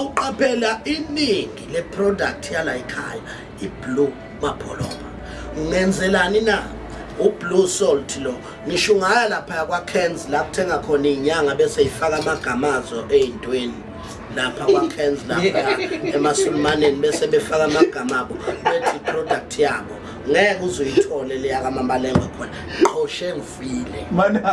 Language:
Zulu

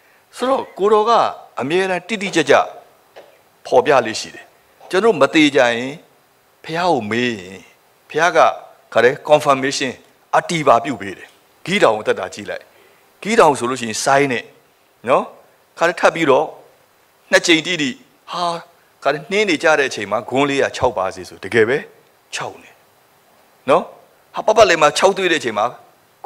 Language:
Burmese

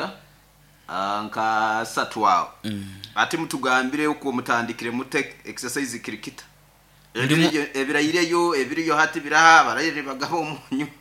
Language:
Nyoro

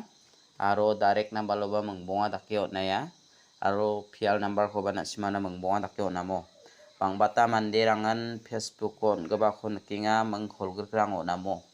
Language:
Garo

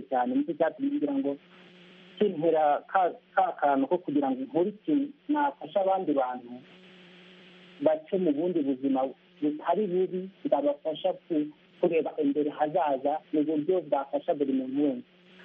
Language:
Kinyarwanda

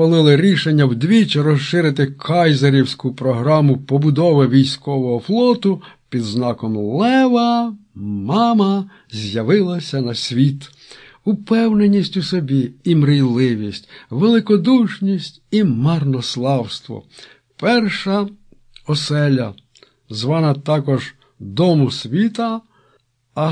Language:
Ukrainian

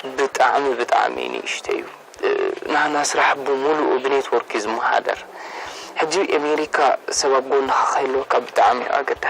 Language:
Tigrinya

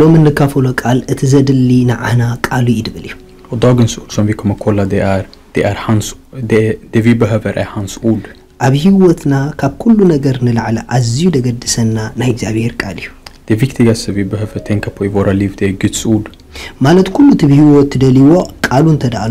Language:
Tigrinya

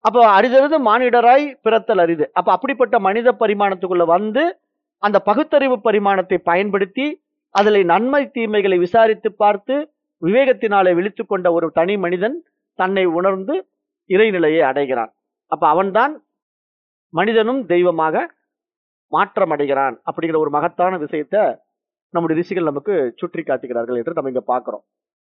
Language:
Tamil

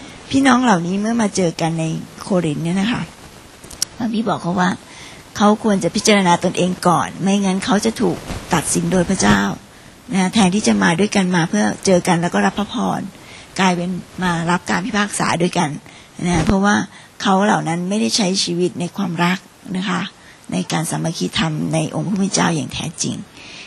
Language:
Thai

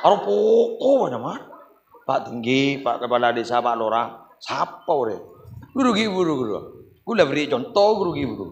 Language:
Madurese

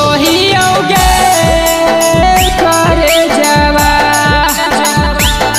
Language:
Magahi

